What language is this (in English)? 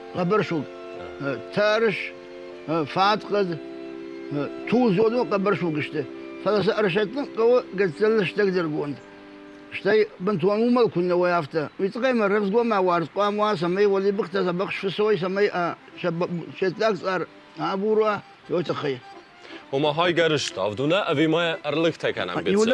Ossetic